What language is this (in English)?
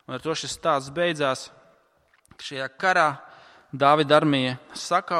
Latvian